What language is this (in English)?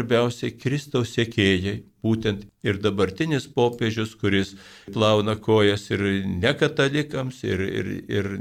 Lithuanian